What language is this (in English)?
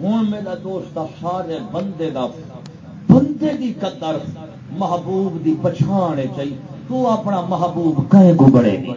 Saraiki